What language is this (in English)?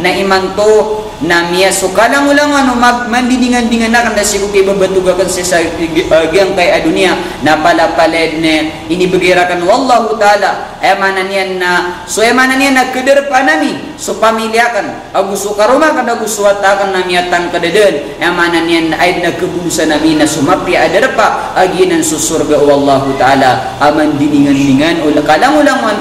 Maranao